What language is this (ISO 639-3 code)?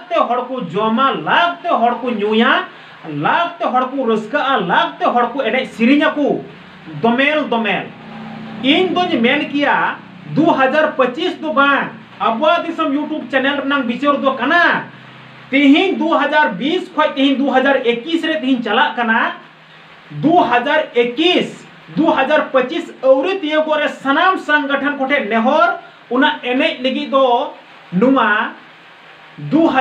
sat